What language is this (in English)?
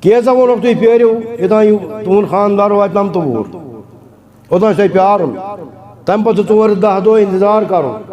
Kashmiri